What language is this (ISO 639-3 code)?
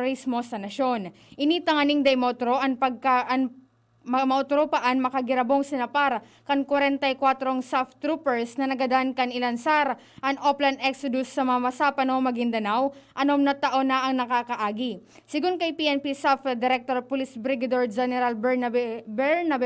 bik